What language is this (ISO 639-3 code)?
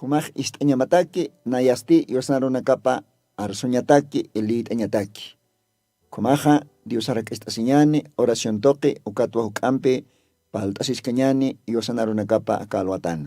aym